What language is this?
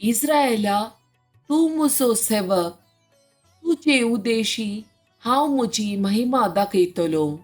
Konkani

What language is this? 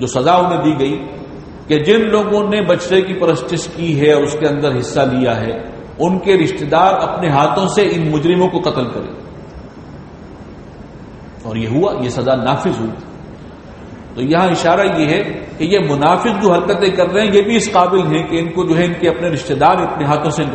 Urdu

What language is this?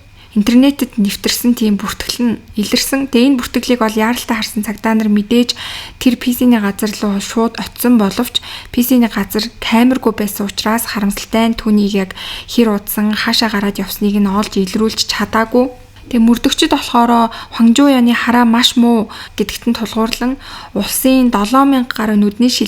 Mongolian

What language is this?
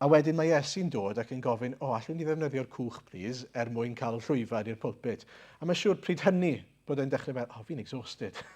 Welsh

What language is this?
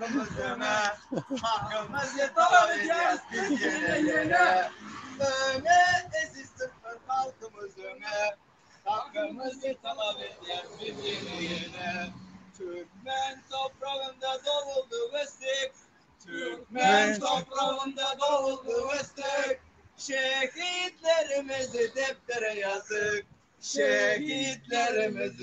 Turkmen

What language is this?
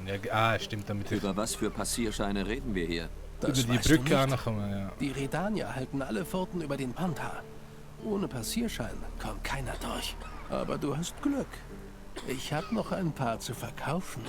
Swiss German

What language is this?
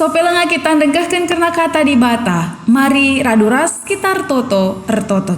Batak Karo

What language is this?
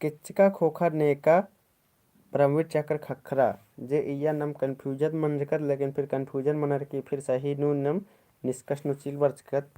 Kurukh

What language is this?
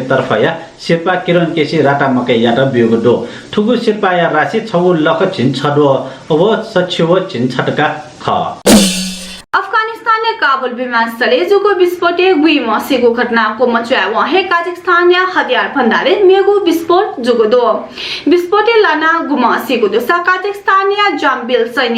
Newari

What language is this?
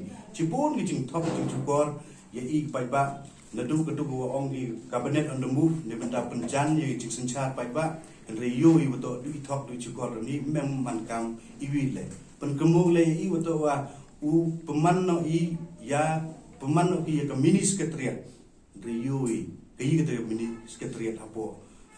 Pnar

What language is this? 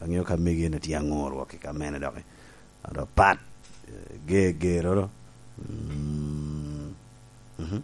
Lango (Uganda)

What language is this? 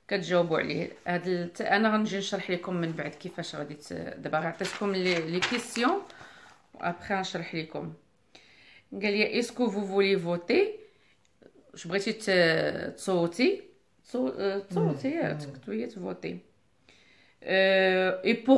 Moroccan Arabic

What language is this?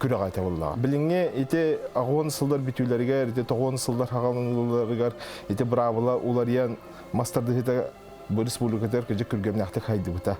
Yakut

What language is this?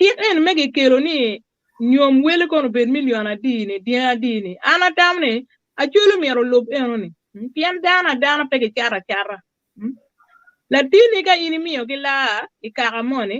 Acoli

